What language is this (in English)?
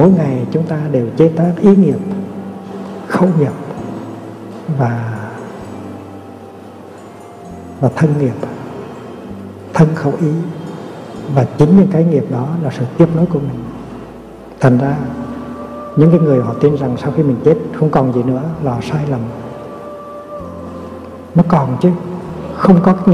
Vietnamese